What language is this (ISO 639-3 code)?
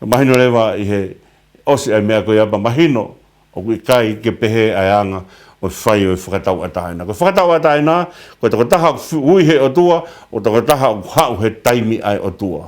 ton